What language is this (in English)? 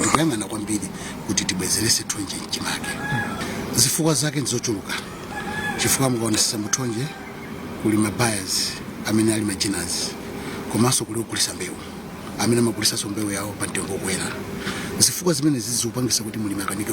Nyanja